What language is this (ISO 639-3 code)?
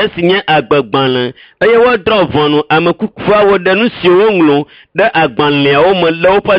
ewe